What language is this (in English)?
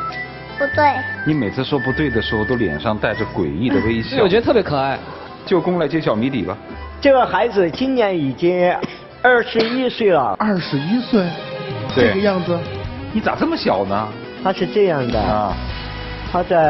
Chinese